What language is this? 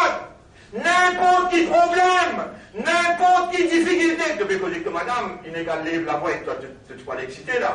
Morisyen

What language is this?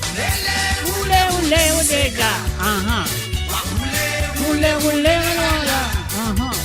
Morisyen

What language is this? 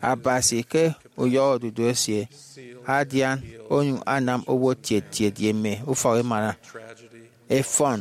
Efik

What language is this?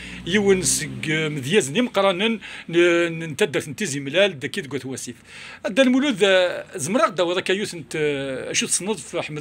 Kabyle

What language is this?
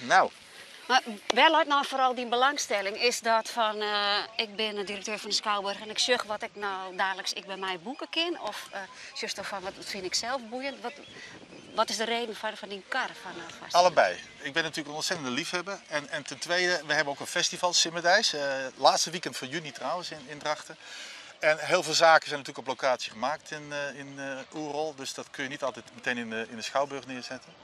Western Frisian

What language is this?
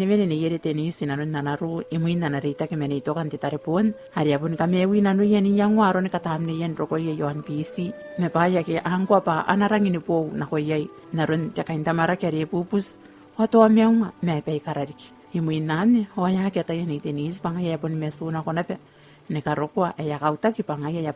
Gilbertese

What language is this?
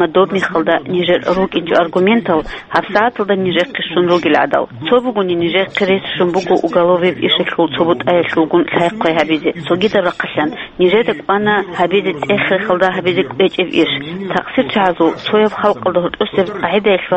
Avaric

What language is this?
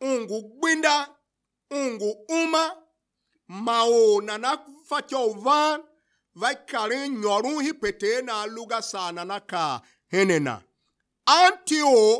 Tiv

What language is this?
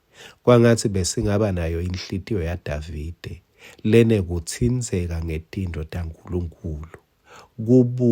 Swati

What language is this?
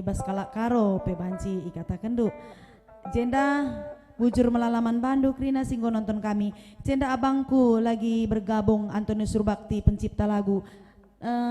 Batak Karo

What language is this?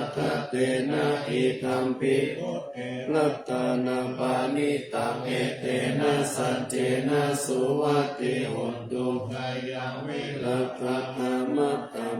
Pali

